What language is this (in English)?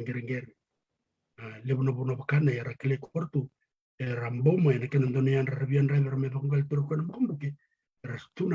Fijian